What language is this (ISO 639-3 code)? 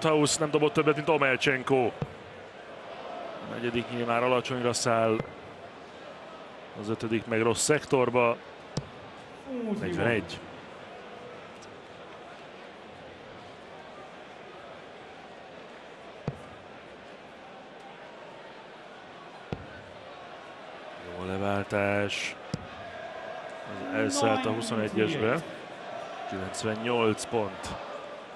hun